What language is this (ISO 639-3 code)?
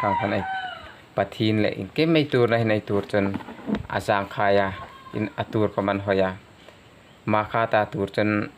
hmr